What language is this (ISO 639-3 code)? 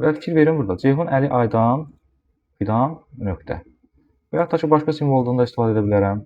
aze